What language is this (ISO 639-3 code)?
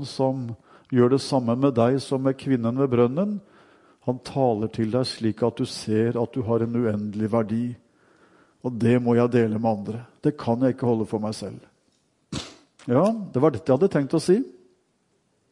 nor